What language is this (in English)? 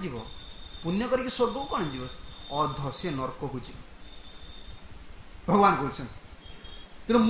Odia